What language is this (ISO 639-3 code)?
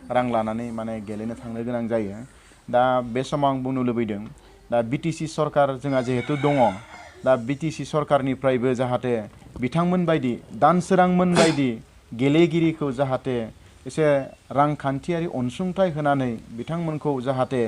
brx